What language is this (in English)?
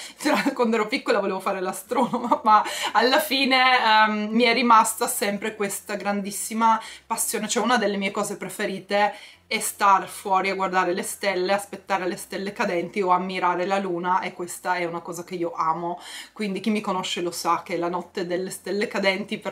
Italian